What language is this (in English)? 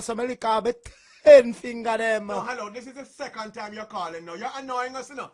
Jamaican Creole English